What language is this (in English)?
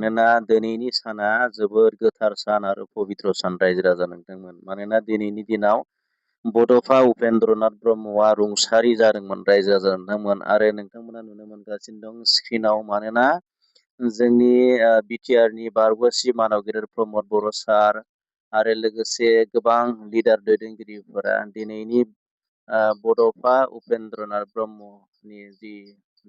Bodo